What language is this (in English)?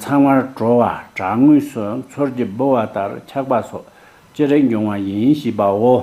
Tibetan